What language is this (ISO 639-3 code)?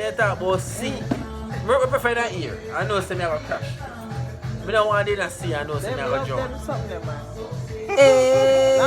jam